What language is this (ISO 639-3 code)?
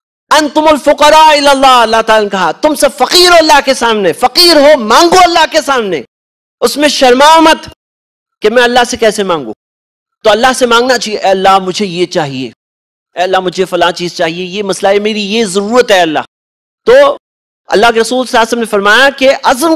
urd